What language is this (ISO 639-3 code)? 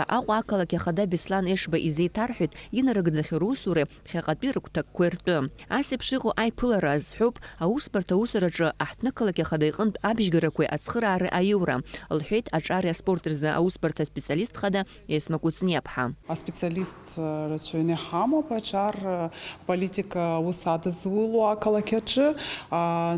abk